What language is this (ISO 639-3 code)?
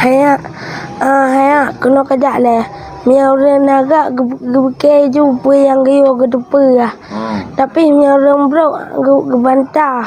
ace